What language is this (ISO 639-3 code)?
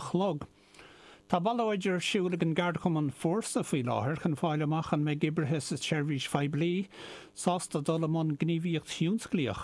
gle